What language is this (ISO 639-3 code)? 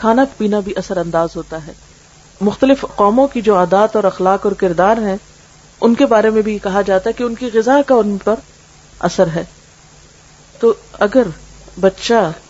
urd